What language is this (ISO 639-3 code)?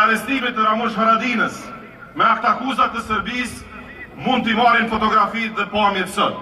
sqi